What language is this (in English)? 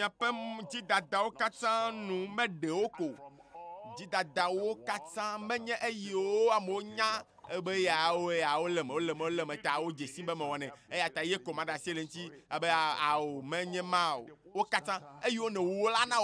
Ewe